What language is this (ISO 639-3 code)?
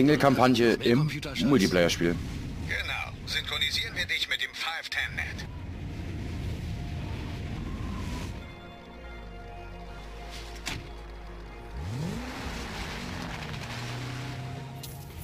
deu